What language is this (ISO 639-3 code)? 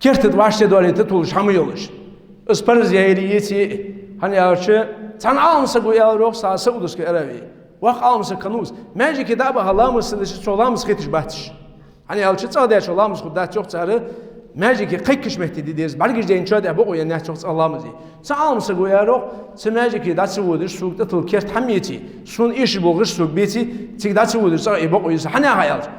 inh